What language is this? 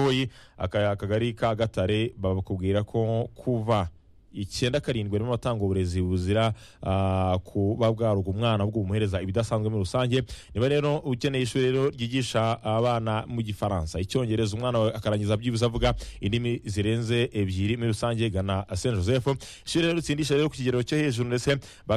Kinyarwanda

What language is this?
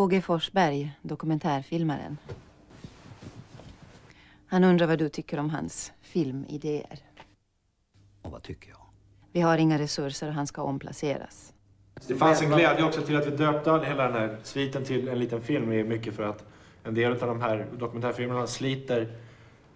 Swedish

